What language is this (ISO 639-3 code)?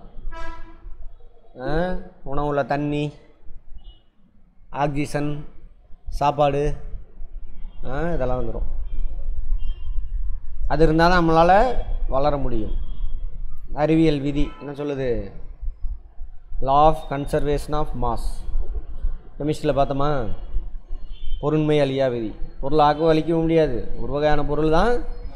tam